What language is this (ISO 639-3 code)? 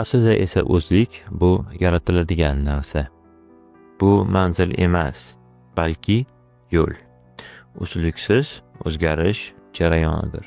uzb